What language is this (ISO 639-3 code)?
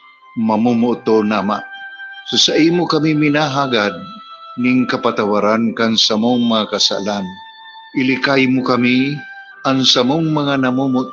bik